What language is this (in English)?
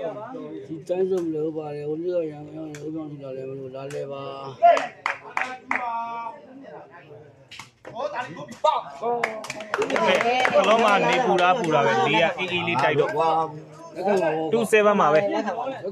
Burmese